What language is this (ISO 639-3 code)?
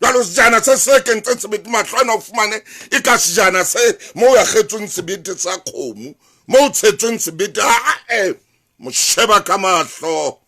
sot